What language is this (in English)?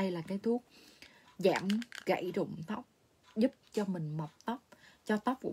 Vietnamese